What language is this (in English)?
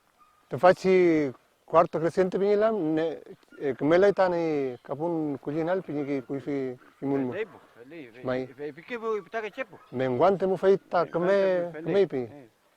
Mapuche